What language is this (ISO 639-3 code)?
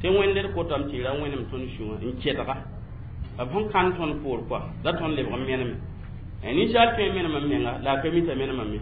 mos